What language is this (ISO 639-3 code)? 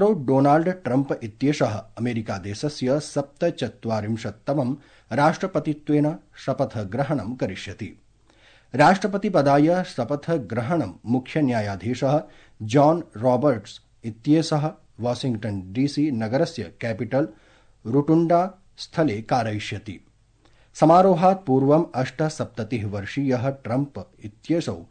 san